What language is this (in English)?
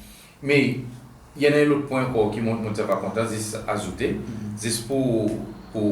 Seselwa Creole French